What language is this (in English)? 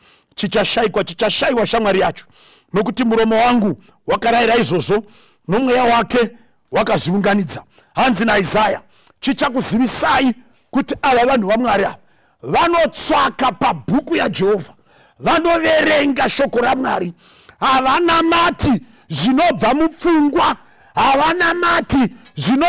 Shona